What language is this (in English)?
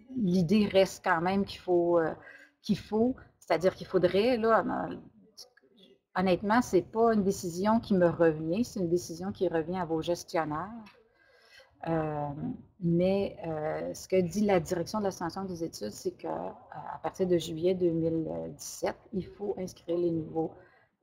French